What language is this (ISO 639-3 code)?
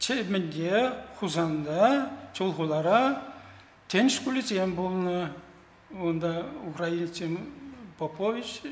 chv